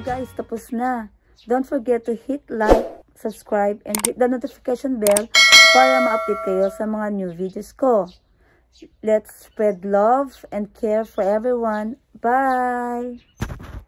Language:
Filipino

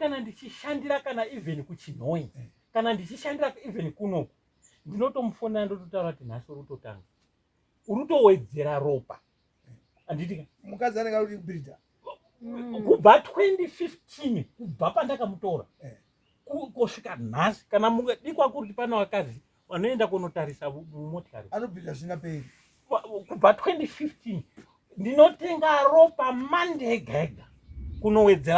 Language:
Shona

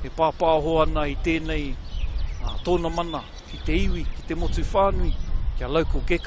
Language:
Māori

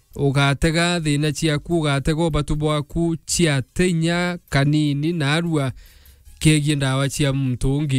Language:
Meru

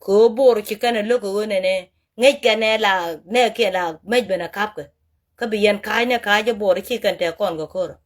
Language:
Nuer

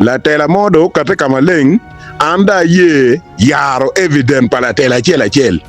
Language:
Acoli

